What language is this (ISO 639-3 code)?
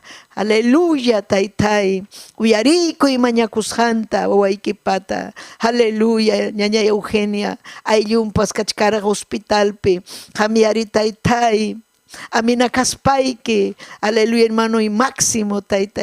quy